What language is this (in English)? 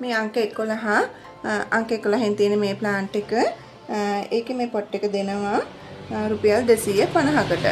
Sinhala